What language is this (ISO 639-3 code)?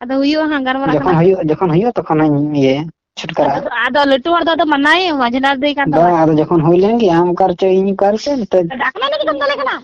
sat